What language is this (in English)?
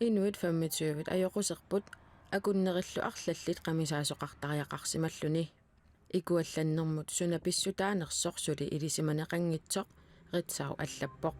Kalaallisut